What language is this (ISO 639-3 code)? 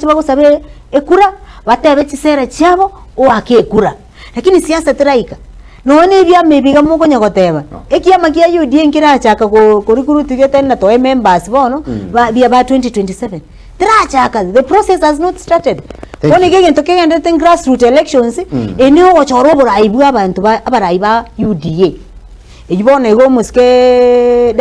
guz